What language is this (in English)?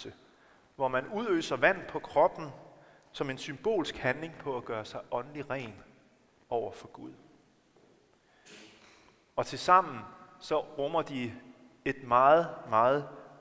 Danish